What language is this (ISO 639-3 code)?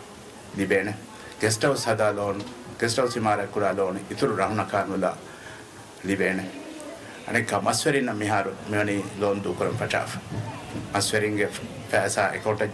div